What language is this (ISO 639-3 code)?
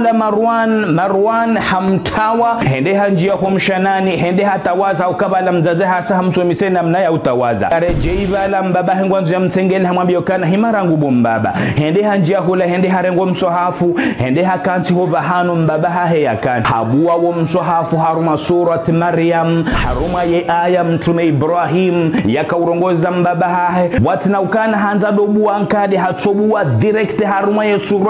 zdj